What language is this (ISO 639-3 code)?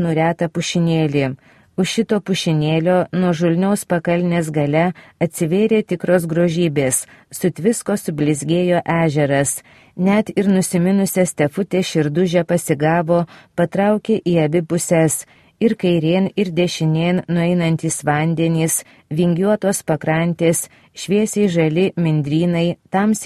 lit